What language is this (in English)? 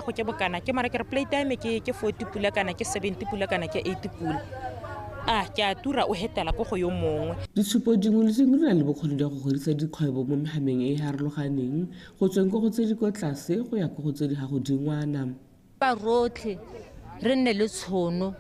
Tswana